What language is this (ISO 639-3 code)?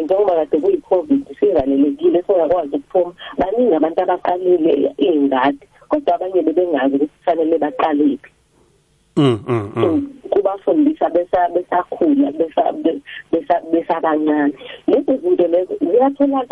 nbl